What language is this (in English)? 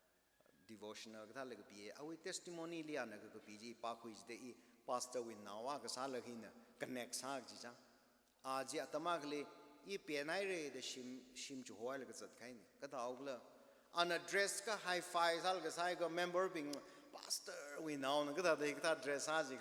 Tangkhul Naga (India)